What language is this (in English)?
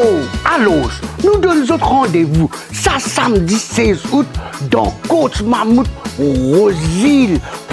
Morisyen